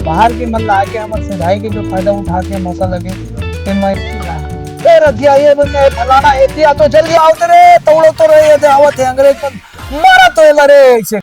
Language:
Chhattisgarhi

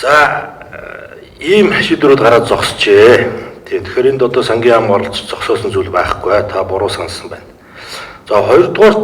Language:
Mongolian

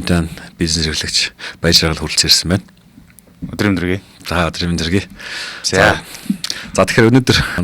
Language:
Mongolian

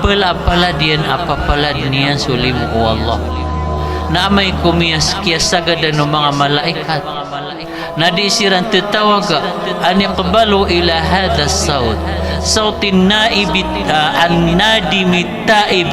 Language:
Maranao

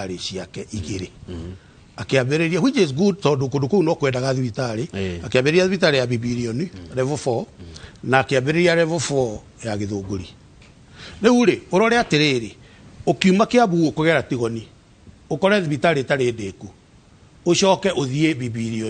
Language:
Kikuyu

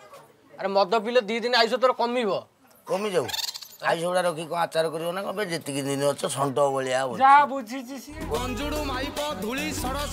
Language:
Odia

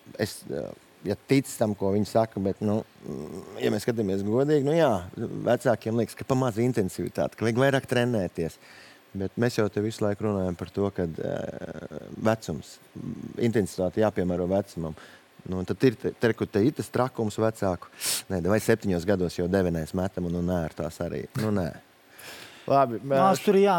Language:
Latvian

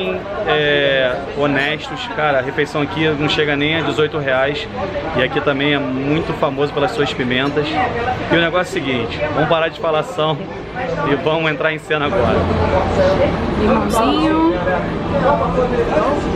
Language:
Portuguese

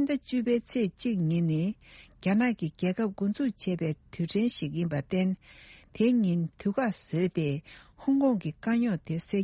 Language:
Tibetan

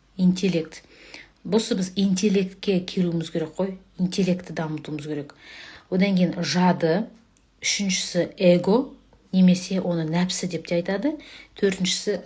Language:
Kazakh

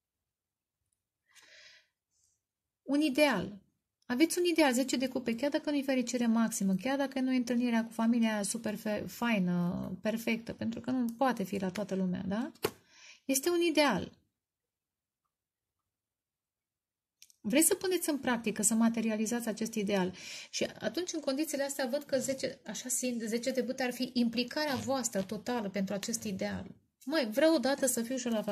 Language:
Romanian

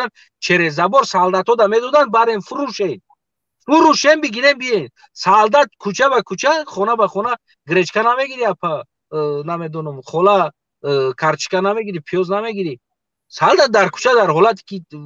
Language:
Tajik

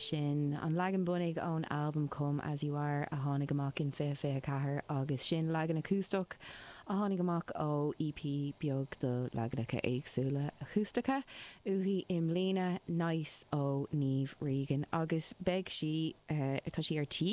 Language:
Irish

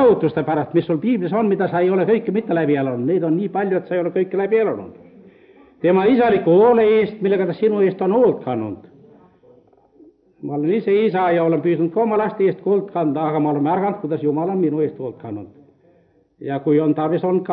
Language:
Estonian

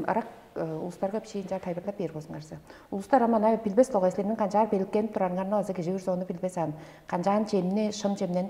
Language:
Tuvinian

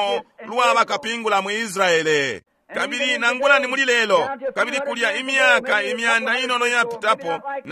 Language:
Bemba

